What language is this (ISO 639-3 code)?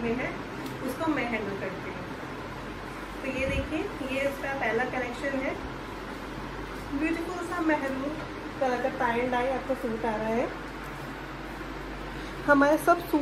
hin